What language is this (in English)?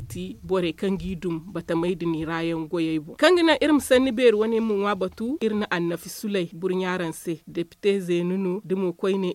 Zarma